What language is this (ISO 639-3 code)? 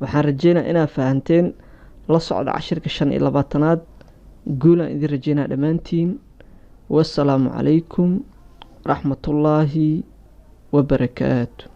som